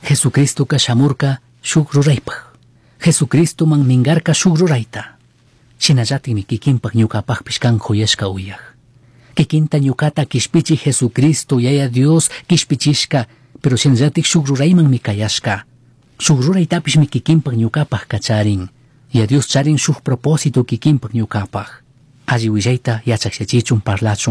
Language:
Chimborazo Highland Quichua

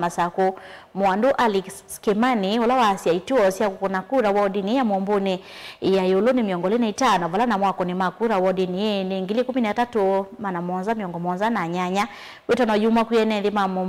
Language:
Kamba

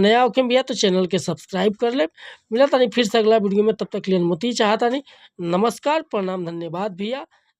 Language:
Bhojpuri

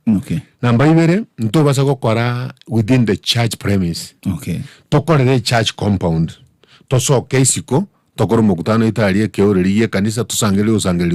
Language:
Gusii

